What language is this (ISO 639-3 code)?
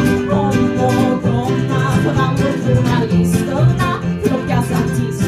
swe